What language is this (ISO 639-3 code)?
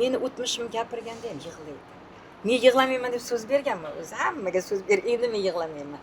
uzb